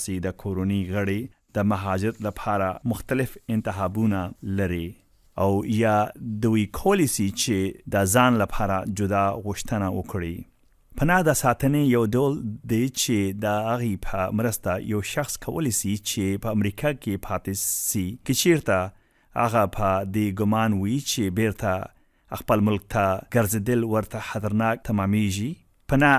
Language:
Pashto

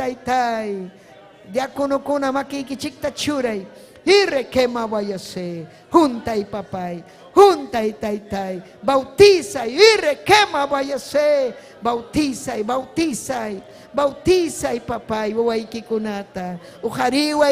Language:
Ayacucho Quechua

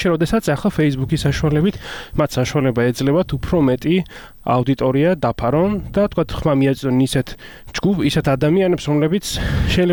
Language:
Georgian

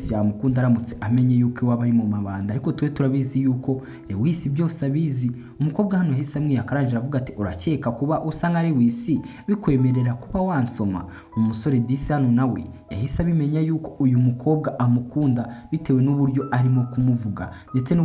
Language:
Kinyarwanda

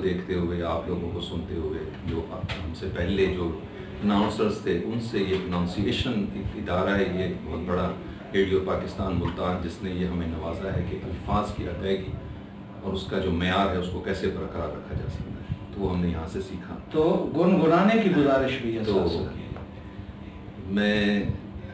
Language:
Urdu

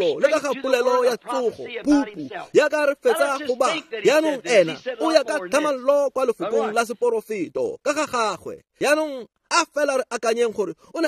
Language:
Tswana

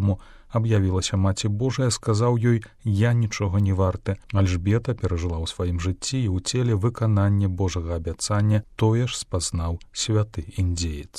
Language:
Belarusian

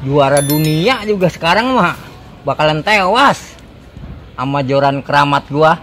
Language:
Betawi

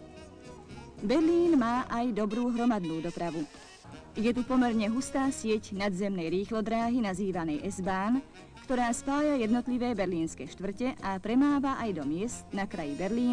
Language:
Slovak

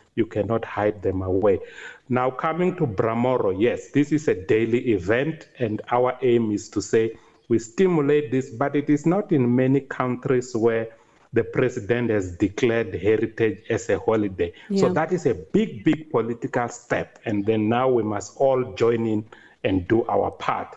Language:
English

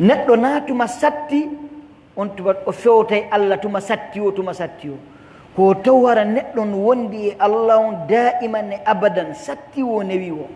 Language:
Pular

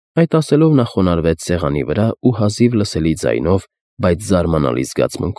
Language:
Armenian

